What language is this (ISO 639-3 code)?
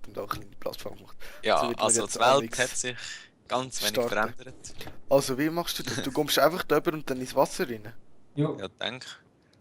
gsw